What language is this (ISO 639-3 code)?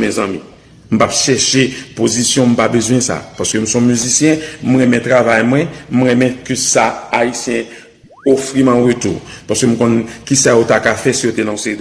hat